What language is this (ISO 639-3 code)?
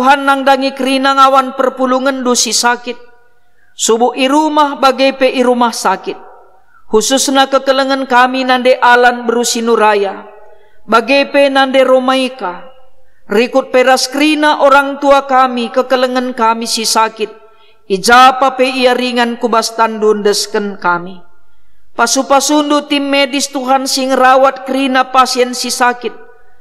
btx